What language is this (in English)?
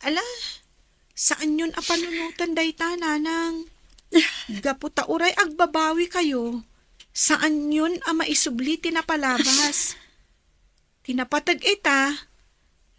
Iloko